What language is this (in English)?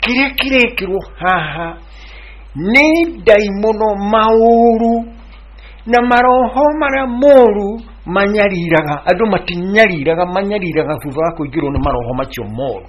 Kikuyu